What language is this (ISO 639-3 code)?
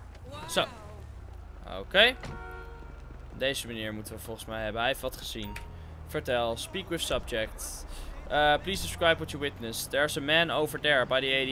nld